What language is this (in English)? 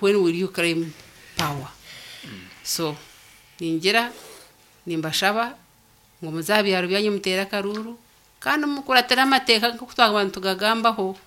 Nyankole